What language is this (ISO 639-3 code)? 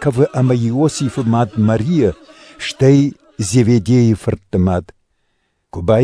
oss